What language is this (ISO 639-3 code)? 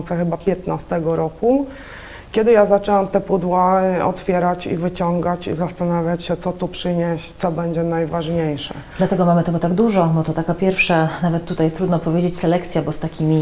pol